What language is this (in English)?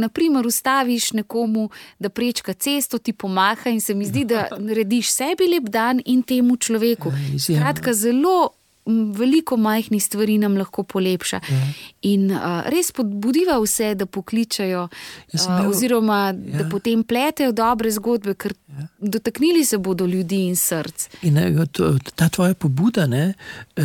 Slovenian